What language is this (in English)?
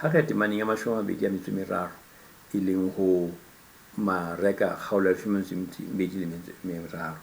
Southern Sotho